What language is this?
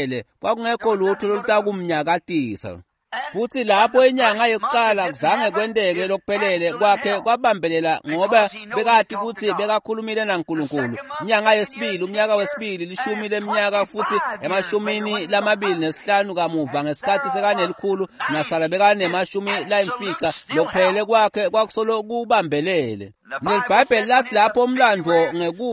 Swati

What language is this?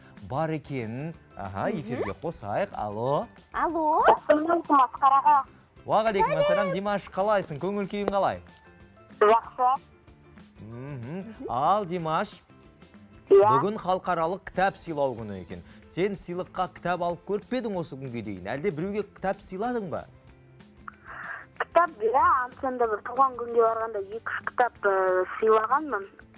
Kazakh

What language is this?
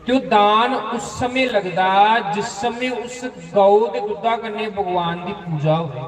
Dogri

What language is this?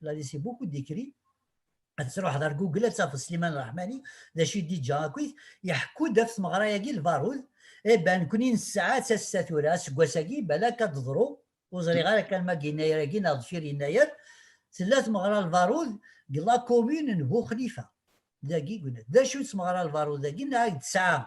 Kabyle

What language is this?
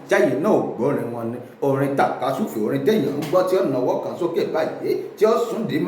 Yoruba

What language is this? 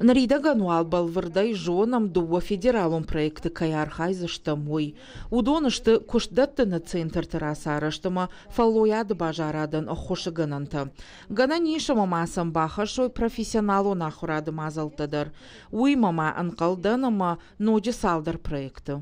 Ossetic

